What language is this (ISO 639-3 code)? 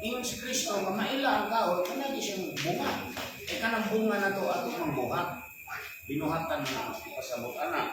ceb